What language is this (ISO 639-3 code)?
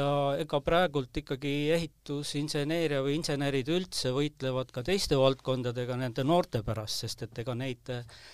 est